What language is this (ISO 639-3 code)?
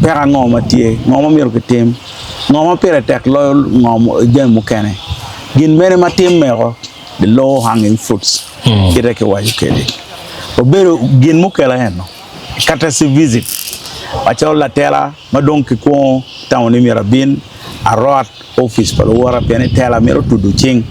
ach